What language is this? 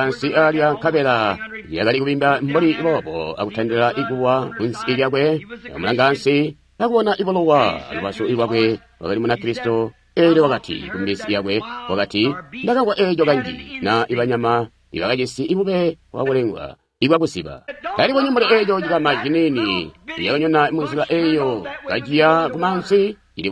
Tonga (Zambia)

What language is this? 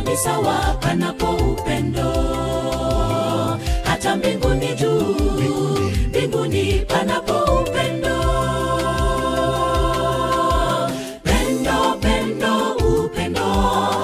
Swahili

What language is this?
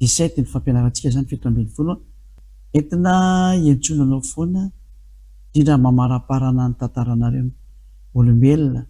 Malagasy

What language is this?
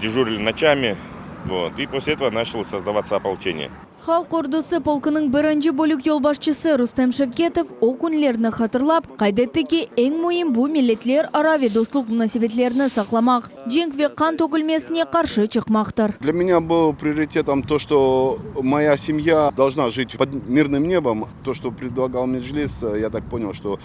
Crimean Tatar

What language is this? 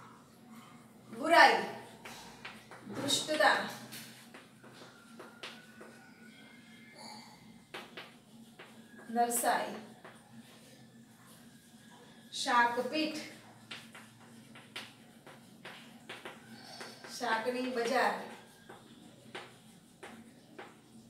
Gujarati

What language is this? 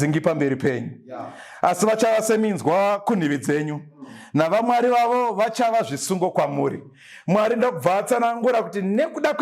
Shona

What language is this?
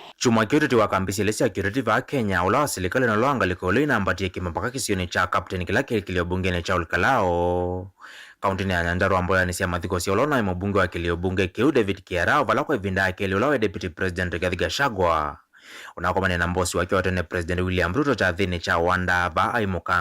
Kamba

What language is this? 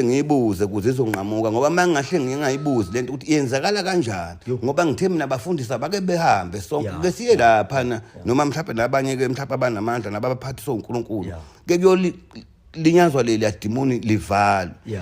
Zulu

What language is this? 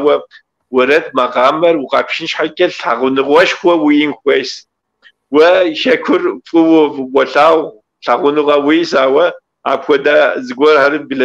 Kabardian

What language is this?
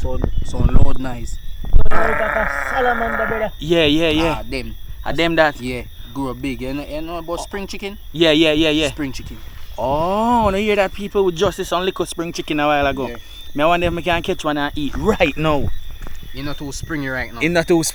Jamaican Creole English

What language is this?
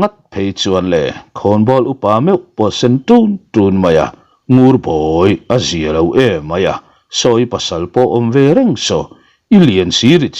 Mizo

